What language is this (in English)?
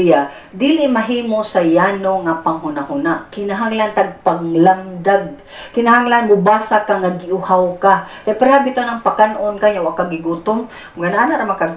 Cebuano